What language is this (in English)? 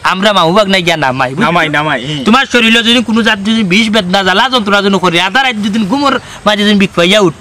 Sylheti